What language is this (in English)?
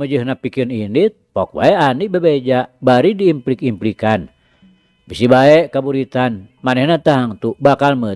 Sundanese